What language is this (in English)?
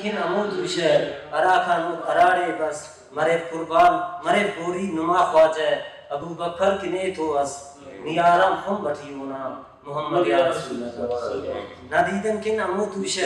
Brahui